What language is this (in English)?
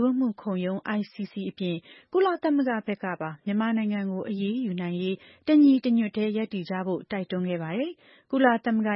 Burmese